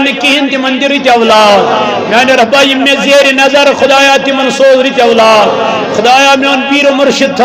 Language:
Kashmiri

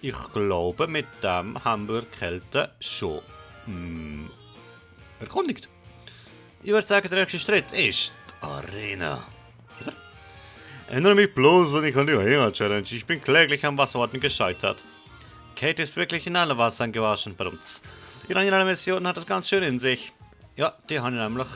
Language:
Swiss German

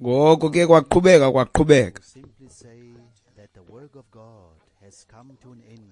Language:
Xhosa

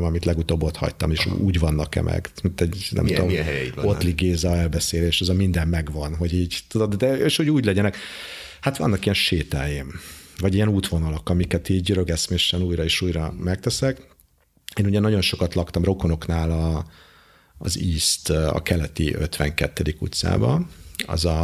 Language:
Hungarian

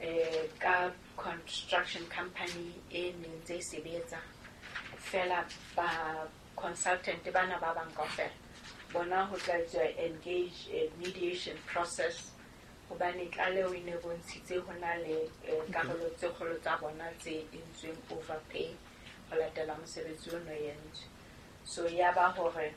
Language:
Southern Sotho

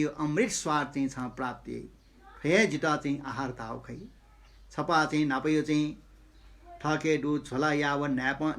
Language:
Newari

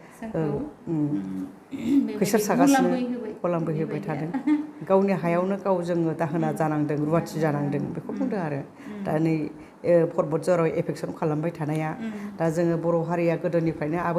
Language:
Bodo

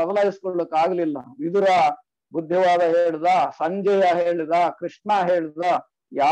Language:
Kannada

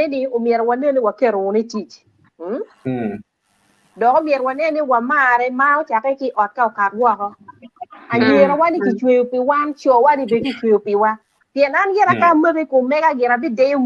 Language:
Acoli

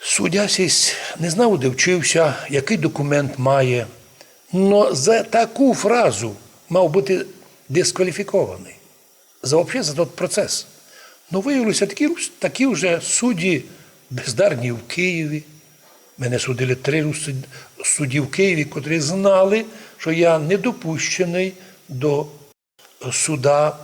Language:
Rusyn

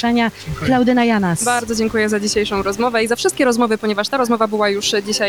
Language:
Polish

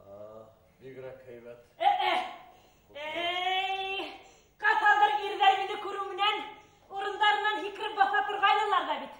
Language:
Bashkir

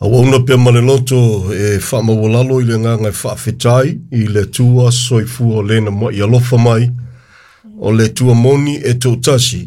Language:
Samoan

